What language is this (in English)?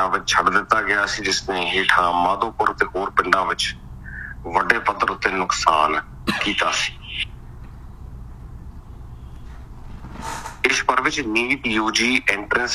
Punjabi